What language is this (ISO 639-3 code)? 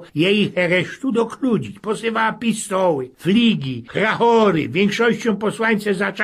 szl